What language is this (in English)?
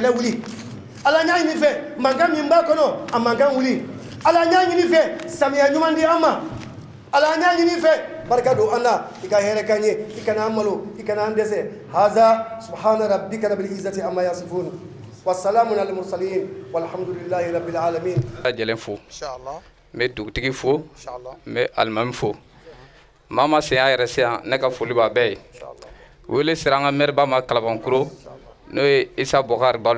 Bambara